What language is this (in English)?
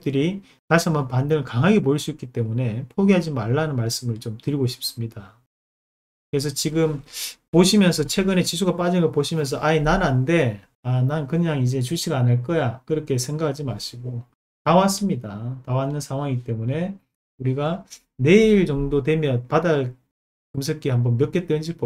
Korean